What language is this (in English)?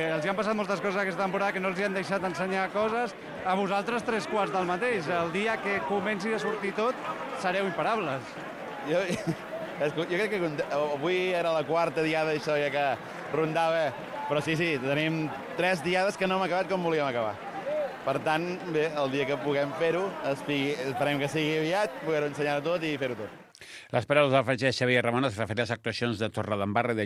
Catalan